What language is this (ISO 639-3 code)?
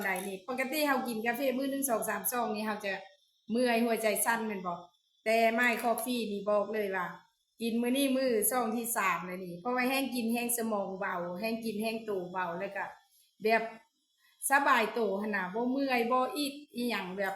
lao